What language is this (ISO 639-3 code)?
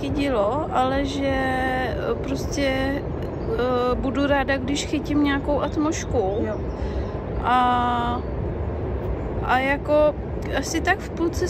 ces